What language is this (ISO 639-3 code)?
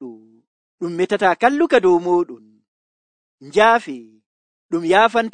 fuv